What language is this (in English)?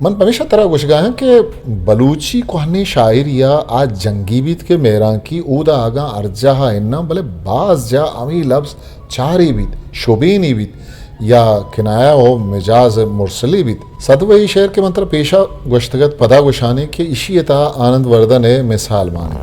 Eastern Balochi